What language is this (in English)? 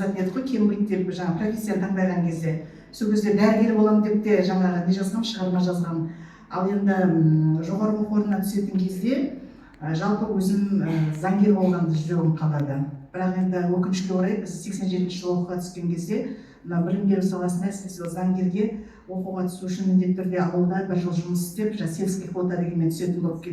Kazakh